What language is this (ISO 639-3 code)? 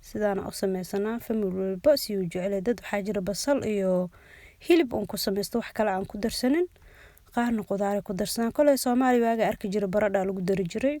som